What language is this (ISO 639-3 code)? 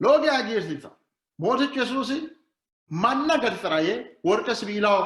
sid